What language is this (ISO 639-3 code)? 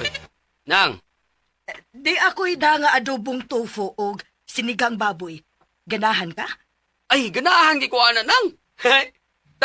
ceb